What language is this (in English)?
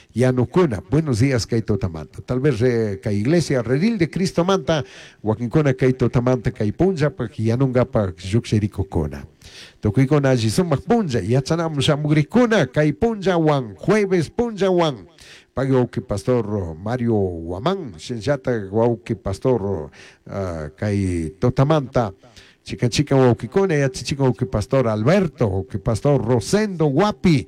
Chimborazo Highland Quichua